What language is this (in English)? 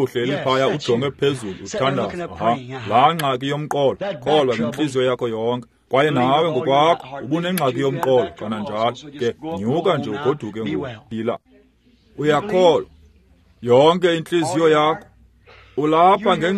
Xhosa